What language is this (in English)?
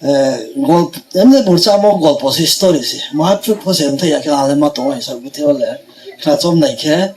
Riang (India)